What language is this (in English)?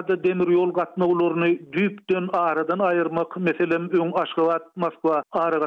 Turkmen